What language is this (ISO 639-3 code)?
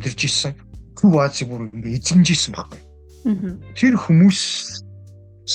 mon